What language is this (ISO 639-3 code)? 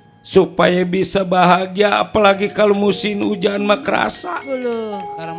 bew